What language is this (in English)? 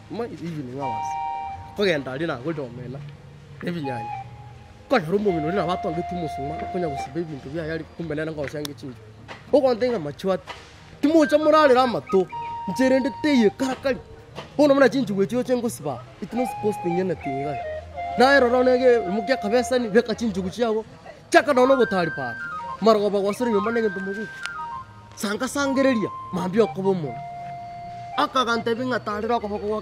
Gusii